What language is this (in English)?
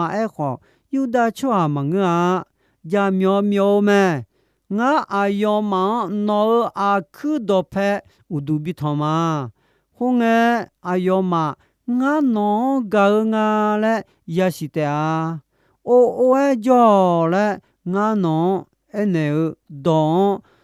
Akha